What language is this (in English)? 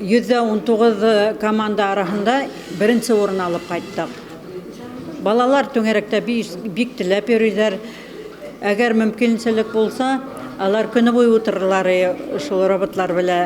Bashkir